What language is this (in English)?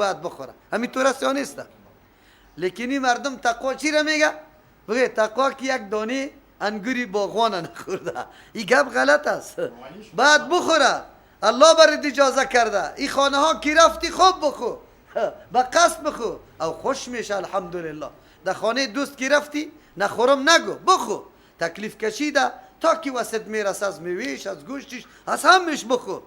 Persian